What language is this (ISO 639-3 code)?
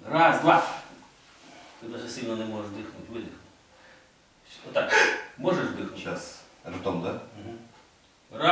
ukr